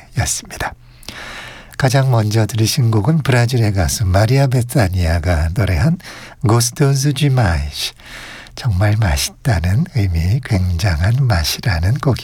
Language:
Korean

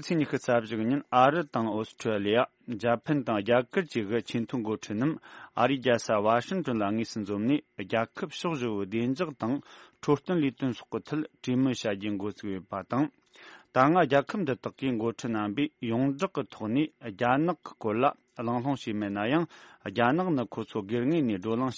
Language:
Tibetan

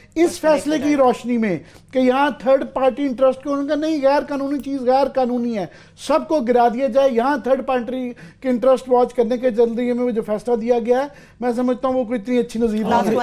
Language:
Urdu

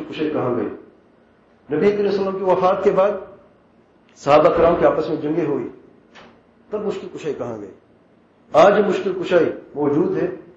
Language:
Urdu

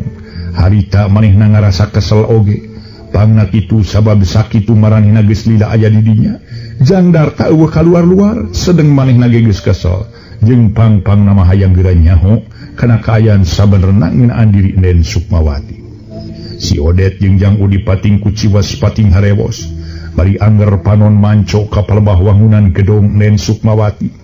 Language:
Sundanese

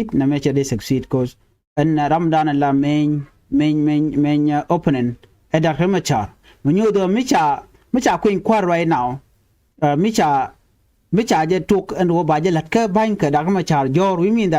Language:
Nuer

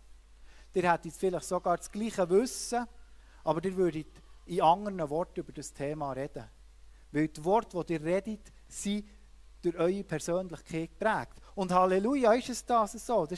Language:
Swiss German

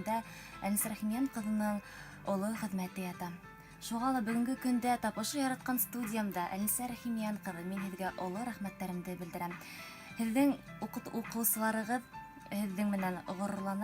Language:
Bashkir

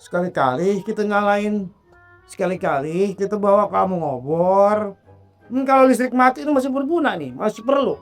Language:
Betawi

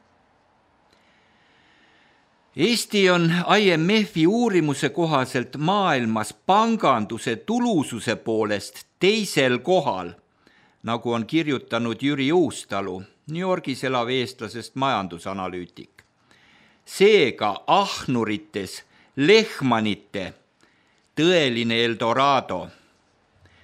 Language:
Estonian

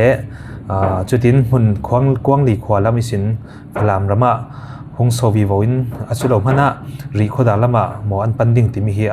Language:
Falam Chin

